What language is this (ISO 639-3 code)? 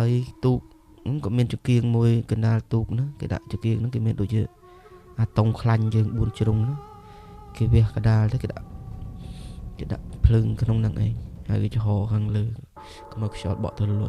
khm